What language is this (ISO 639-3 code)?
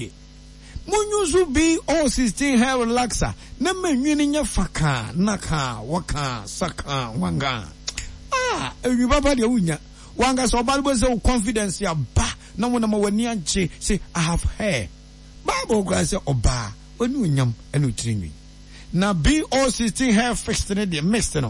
aka